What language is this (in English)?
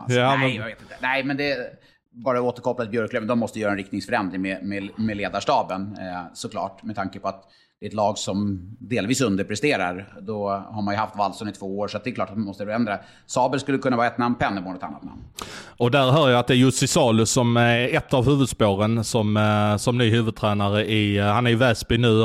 Swedish